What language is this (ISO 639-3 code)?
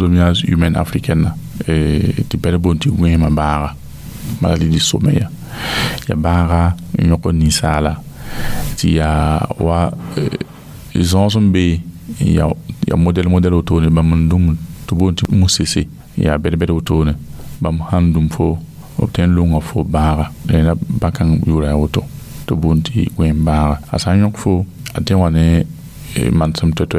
mos